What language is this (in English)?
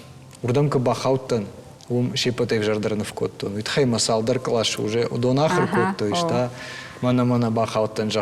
Ossetic